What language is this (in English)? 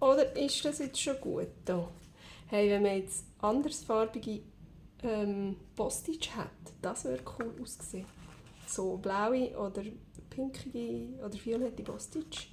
Swiss German